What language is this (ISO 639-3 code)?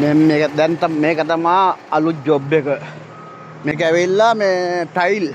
sin